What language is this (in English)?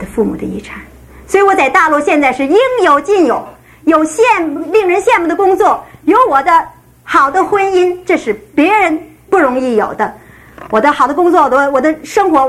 Chinese